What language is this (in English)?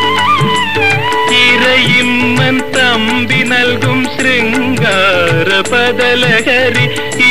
Malayalam